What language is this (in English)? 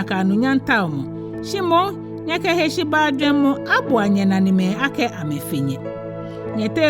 Ga